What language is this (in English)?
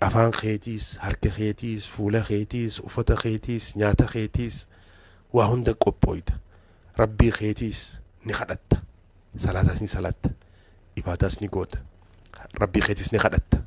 Oromo